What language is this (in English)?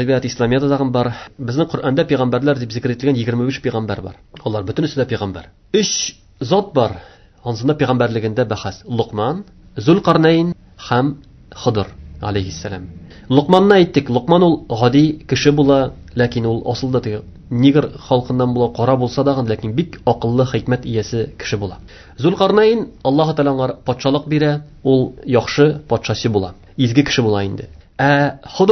Tatar